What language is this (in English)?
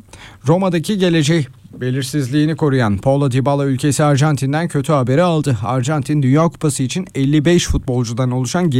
Turkish